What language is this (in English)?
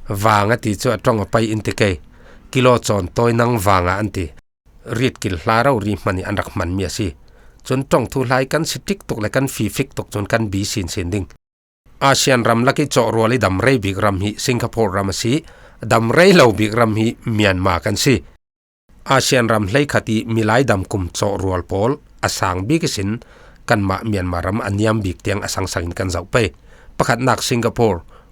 Falam Chin